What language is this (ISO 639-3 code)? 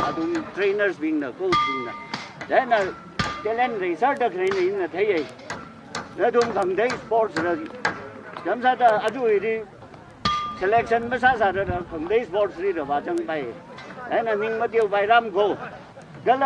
nmf